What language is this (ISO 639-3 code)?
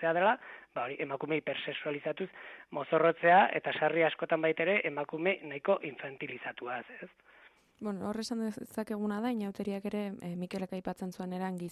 eus